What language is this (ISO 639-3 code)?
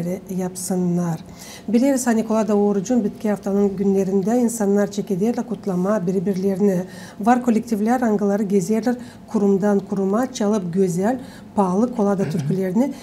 gag